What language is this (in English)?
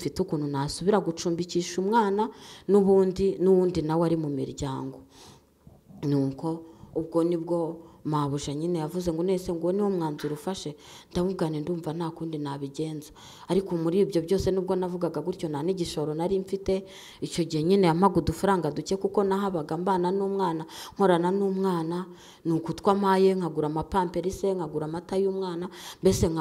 Kinyarwanda